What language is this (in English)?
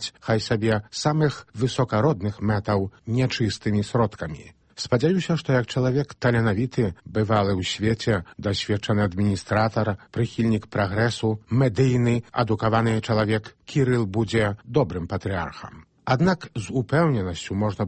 Belarusian